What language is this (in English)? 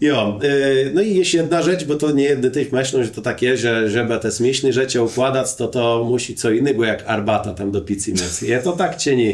Kashubian